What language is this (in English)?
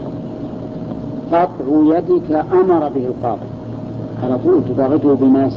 Arabic